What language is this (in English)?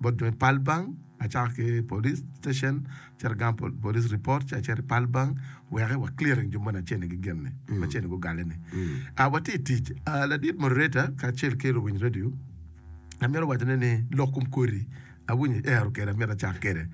Acoli